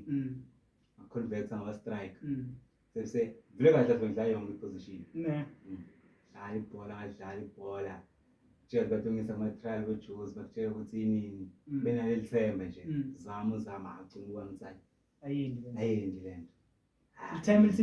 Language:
Zulu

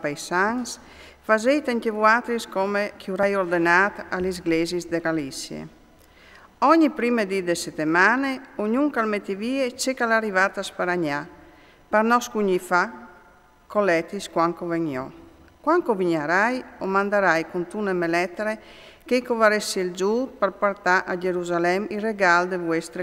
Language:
Friulian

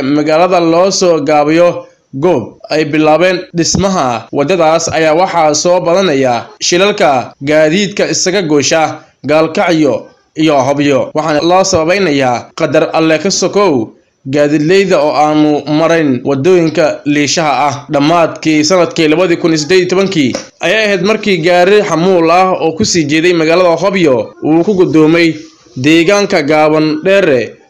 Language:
Somali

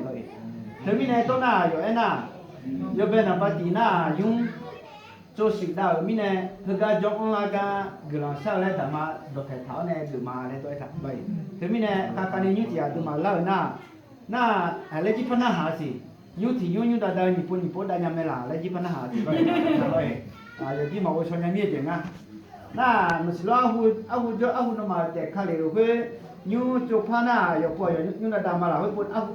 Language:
Akha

